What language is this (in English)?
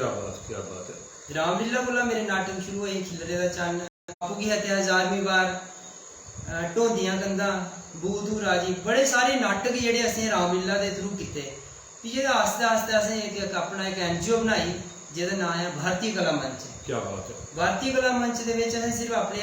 Dogri